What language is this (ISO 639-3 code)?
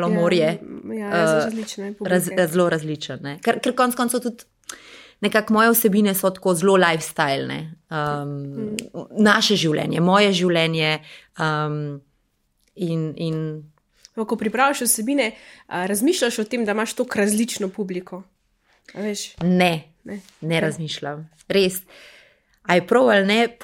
slv